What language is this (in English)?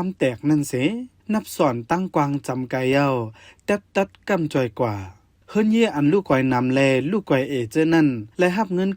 Shan